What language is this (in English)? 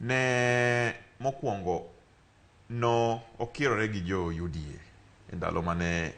Luo (Kenya and Tanzania)